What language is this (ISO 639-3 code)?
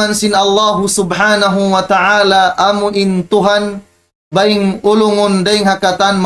tsg